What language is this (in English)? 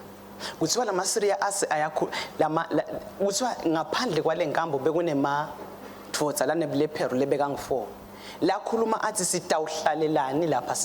Swati